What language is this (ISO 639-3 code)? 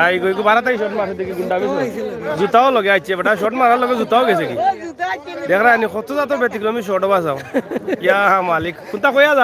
syl